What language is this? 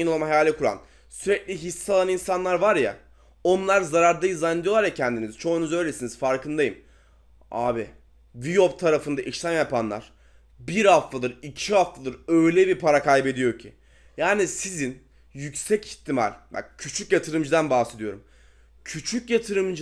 Turkish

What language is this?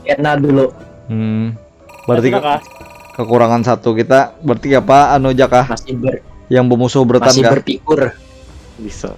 Banjar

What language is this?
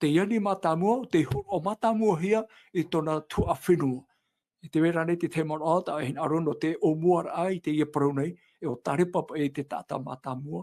Tahitian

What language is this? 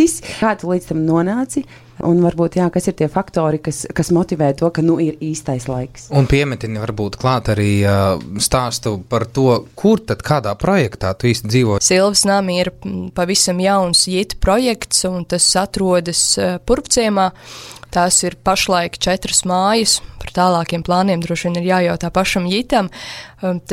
Latvian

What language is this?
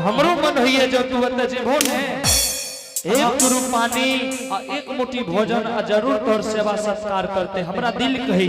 Angika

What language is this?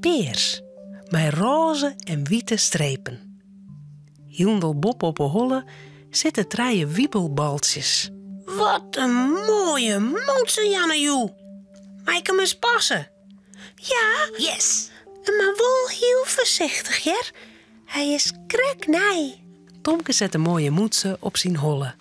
Western Frisian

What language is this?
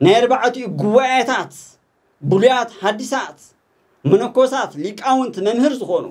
Tigrinya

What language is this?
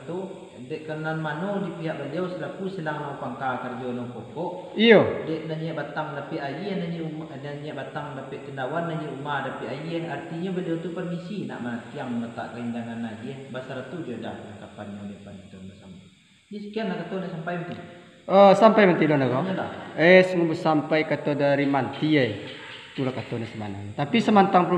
Minangkabau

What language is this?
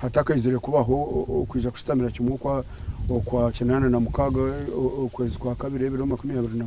Nyankole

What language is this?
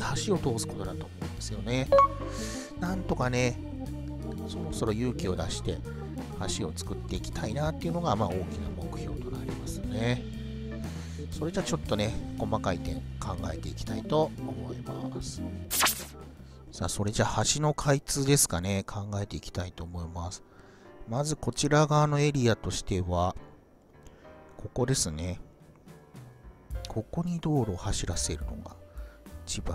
Japanese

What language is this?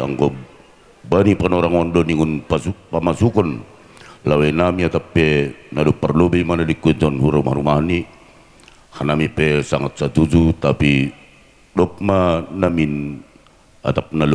Batak Simalungun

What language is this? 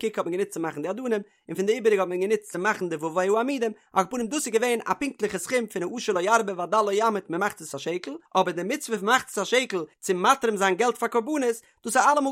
Yiddish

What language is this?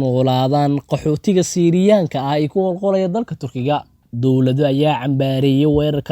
Somali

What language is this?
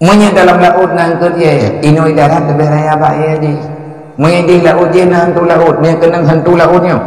Achinese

